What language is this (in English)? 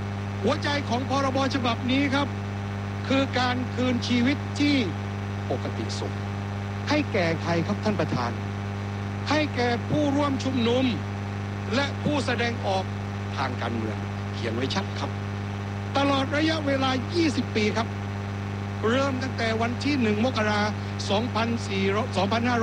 Thai